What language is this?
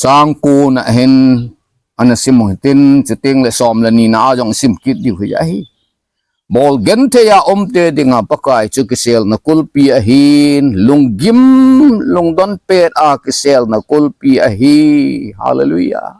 Thado Chin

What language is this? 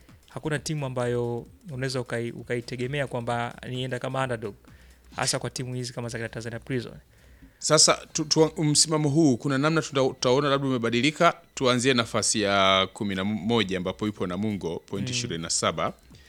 Swahili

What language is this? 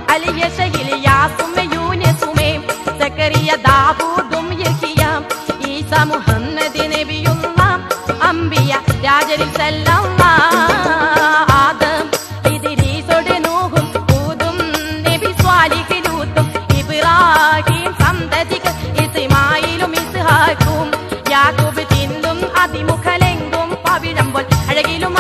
Malayalam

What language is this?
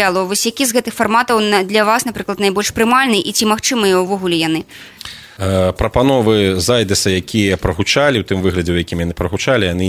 Belarusian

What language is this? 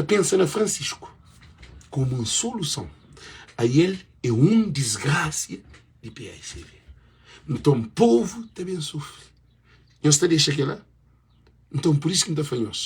Kabuverdianu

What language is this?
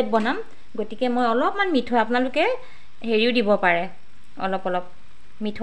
Assamese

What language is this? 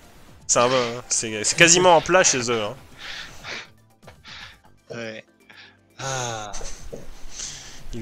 French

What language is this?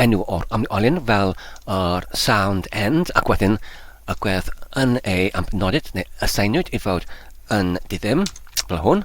Welsh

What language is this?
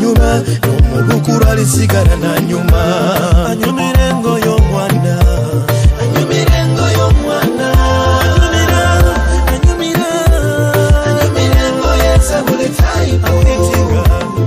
Nyoro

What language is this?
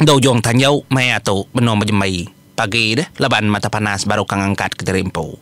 Iban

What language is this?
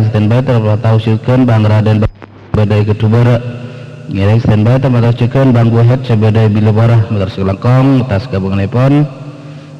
Madurese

